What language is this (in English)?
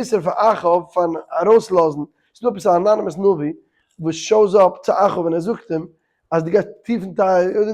Yiddish